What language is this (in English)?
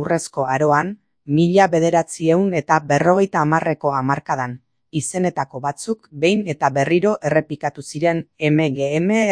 Basque